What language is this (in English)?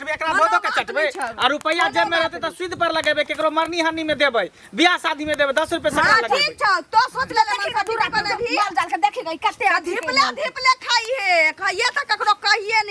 Maithili